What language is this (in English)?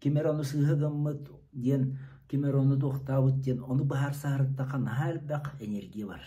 Yakut